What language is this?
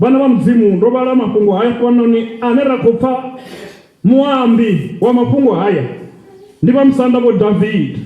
Venda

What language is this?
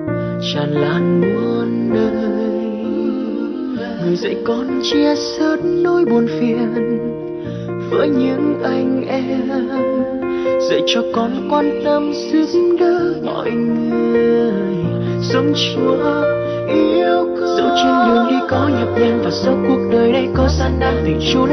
Vietnamese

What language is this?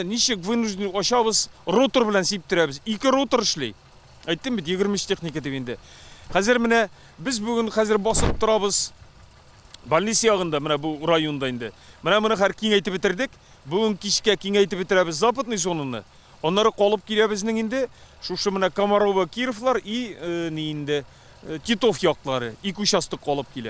Tatar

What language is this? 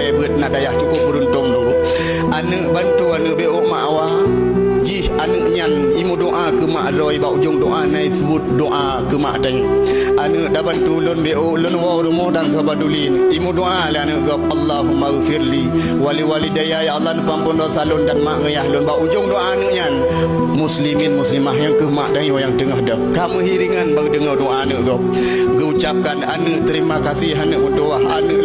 Achinese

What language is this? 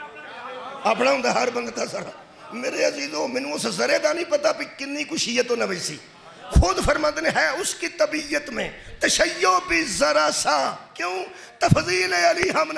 Urdu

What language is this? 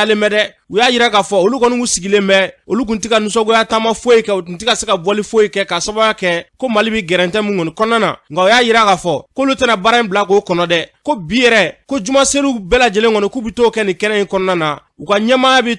Bambara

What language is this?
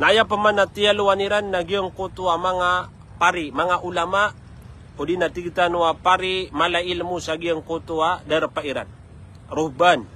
Maranao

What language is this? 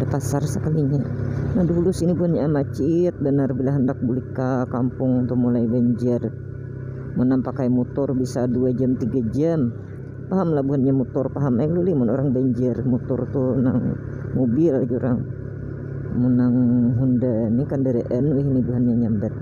Banjar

